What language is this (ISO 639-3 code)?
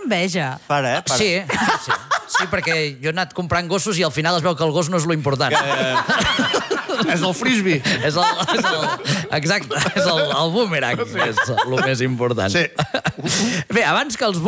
cat